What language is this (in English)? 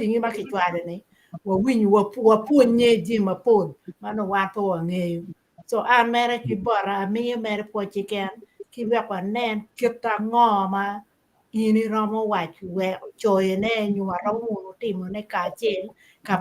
Acoli